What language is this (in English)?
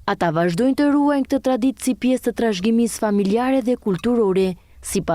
Albanian